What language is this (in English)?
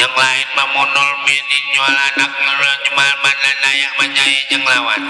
Betawi